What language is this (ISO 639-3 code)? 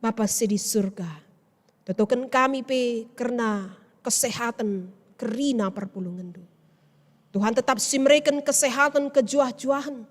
btx